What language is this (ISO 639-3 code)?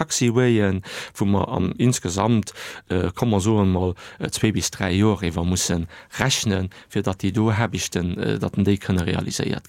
ltz